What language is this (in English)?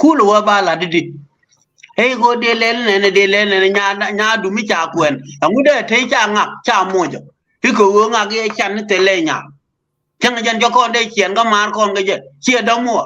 Nuer